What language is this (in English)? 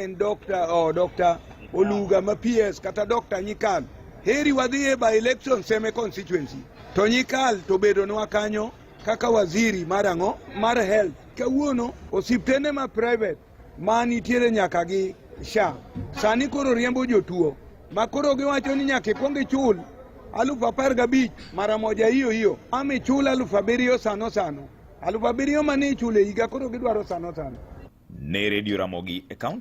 Luo (Kenya and Tanzania)